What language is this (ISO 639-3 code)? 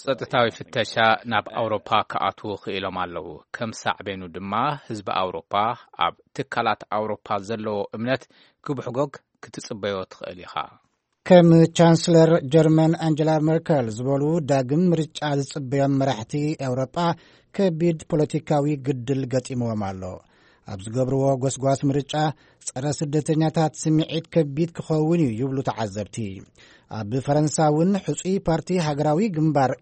tir